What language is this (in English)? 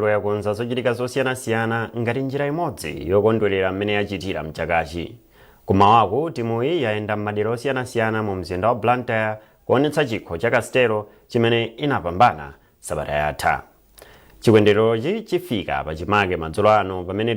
Nyanja